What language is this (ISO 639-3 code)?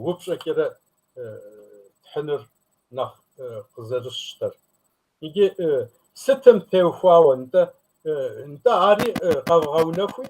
kbd